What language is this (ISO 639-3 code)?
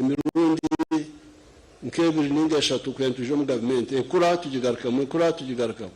nyn